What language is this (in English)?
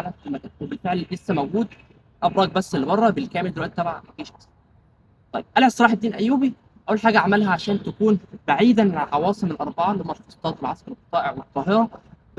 Egyptian Arabic